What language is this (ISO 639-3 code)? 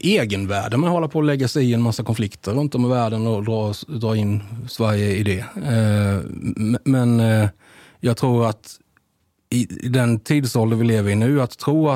swe